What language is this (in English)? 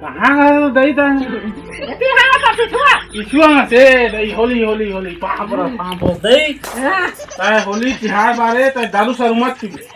Chhattisgarhi